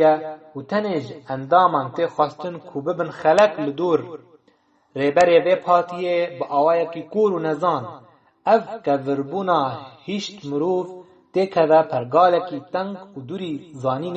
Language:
Kurdish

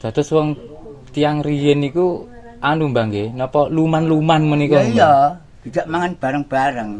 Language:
Javanese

